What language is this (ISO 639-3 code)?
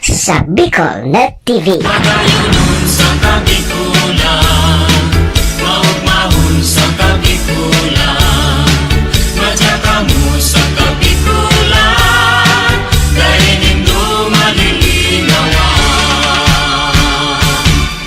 bik